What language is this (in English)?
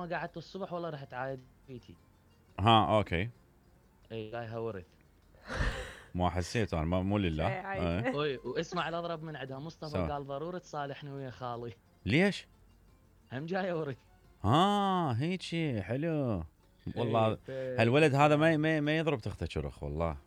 Mesopotamian Arabic